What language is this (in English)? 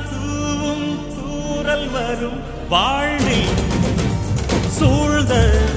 Tamil